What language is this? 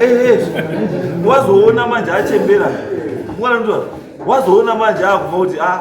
Shona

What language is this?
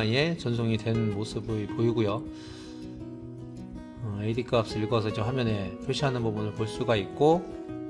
Korean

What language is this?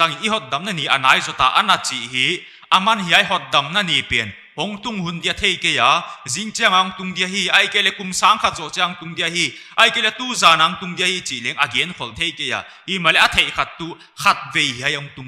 Paite Chin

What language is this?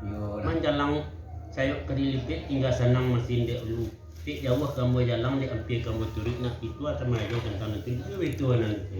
Minangkabau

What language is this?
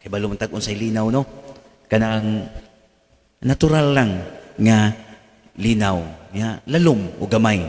Cebuano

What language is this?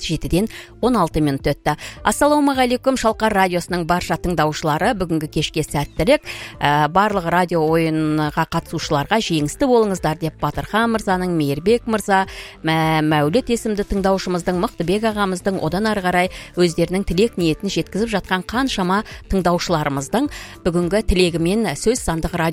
Kazakh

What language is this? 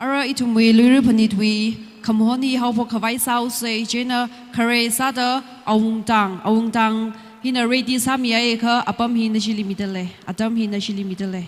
Tangkhul Naga (India)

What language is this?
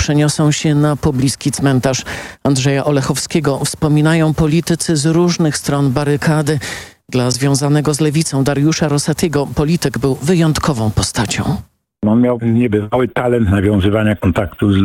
Polish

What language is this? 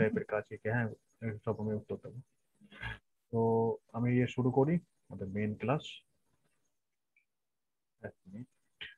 Bangla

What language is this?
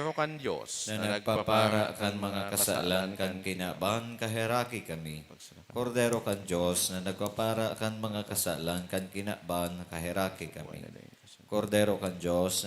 Bikol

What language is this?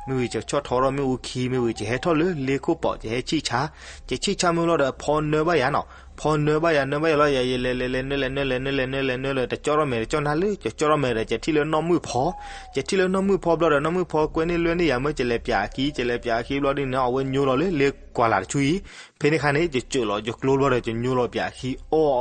S'gaw Karen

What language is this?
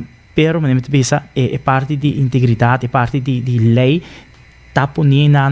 Papiamento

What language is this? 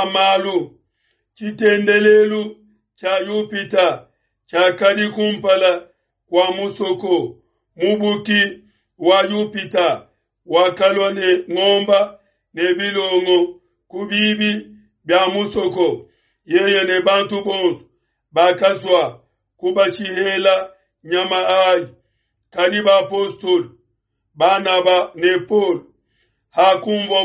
Luba-Lulua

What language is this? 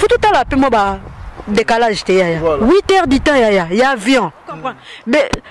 Lingala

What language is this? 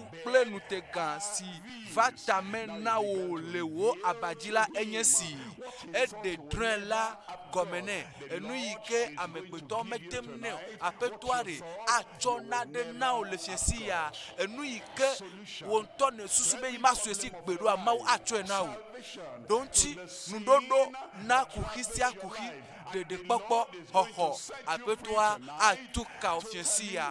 Ewe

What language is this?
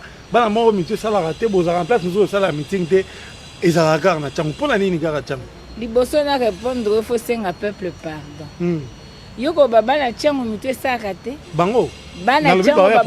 Lingala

